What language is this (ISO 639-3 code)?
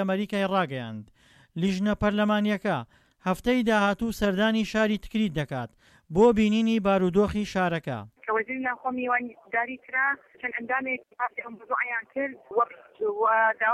ckb